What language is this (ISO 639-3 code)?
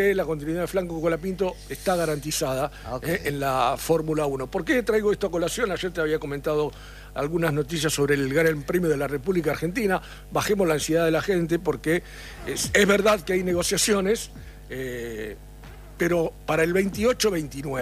spa